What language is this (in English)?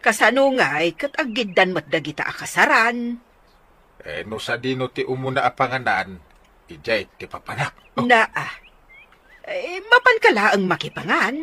Iloko